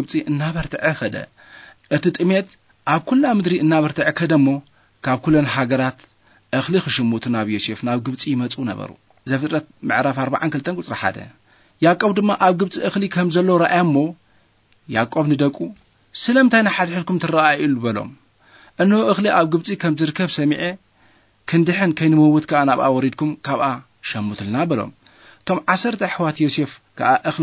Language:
Tigrinya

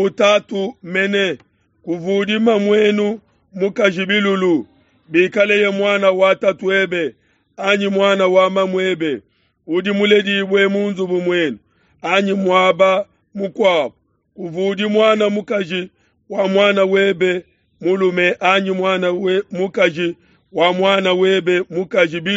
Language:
Luba-Lulua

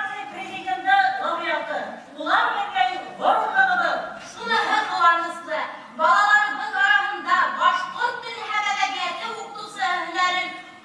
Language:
Bashkir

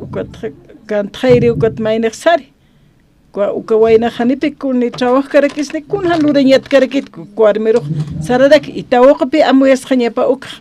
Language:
Aymara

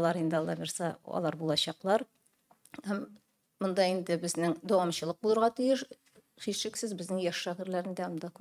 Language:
Tatar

